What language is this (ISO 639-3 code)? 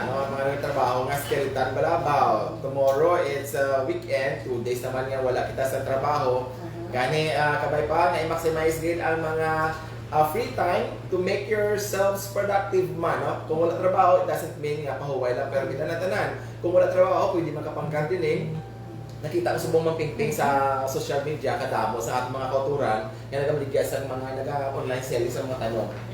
hil